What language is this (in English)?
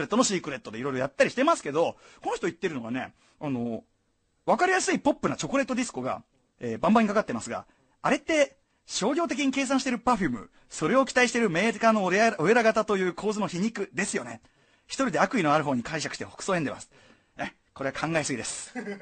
Japanese